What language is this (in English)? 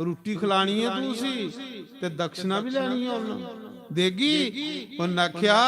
Dogri